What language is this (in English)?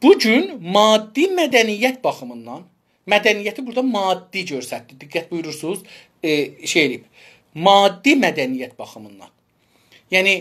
South Azerbaijani